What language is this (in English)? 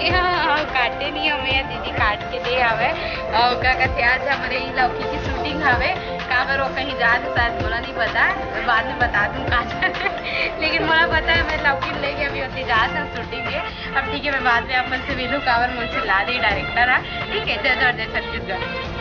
Chhattisgarhi